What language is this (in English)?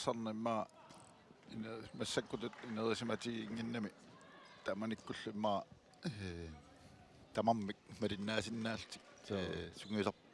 Kalaallisut